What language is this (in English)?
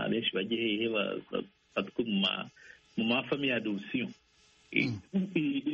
Kinyarwanda